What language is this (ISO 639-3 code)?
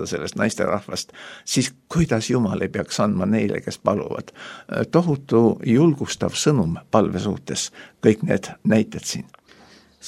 est